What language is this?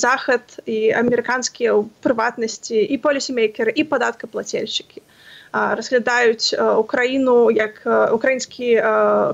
Belarusian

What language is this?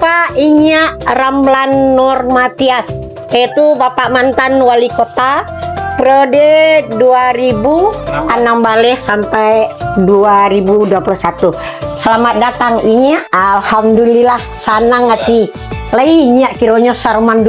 Minangkabau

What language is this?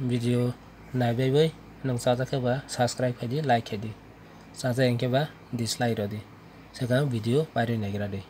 Kok Borok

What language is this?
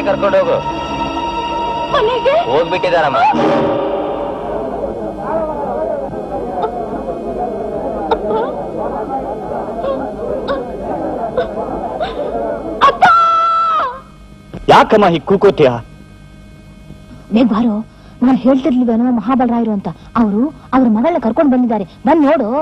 Kannada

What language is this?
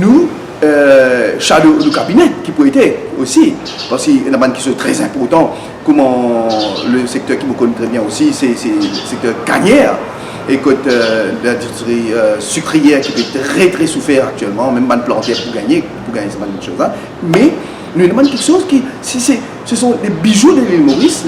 Morisyen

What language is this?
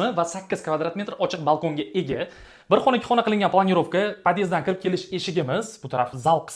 Uzbek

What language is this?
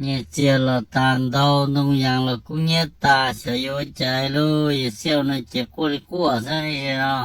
Hmong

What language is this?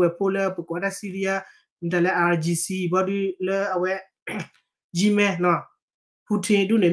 S'gaw Karen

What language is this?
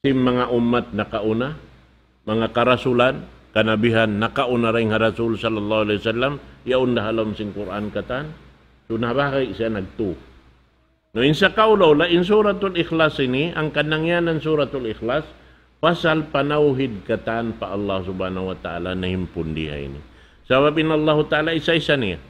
Tausug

